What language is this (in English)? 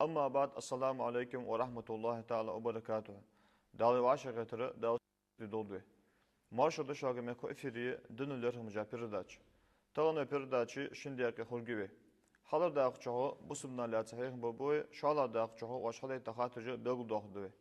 Ingush